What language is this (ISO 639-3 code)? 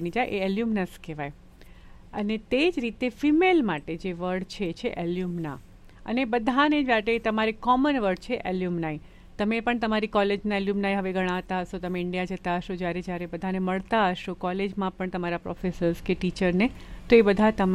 guj